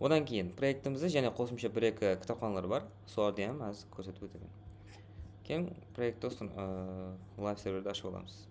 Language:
Kara-Kalpak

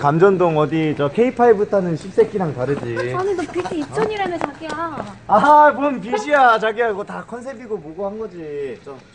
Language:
Korean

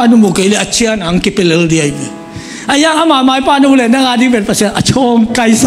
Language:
Tedim Chin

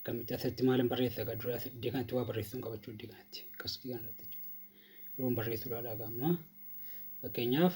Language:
Oromo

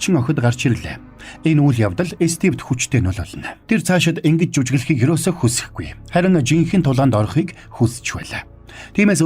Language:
Mongolian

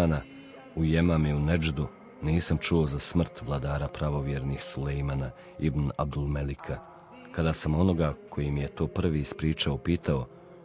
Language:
Croatian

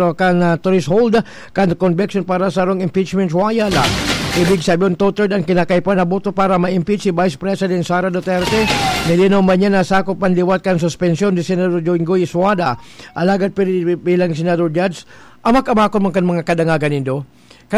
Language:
Bikol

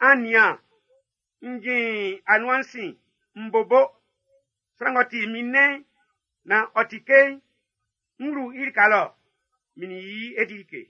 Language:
Baoulé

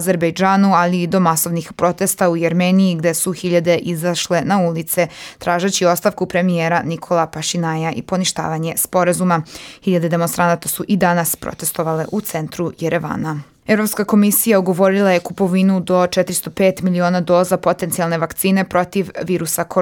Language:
Serbian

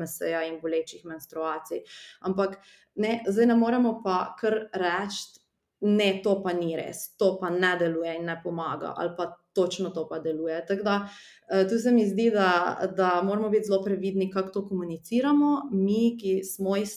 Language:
Slovenian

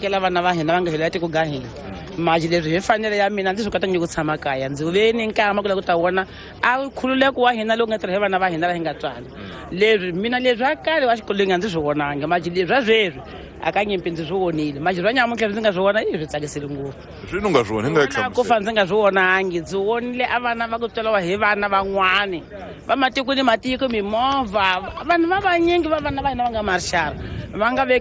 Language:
Tsonga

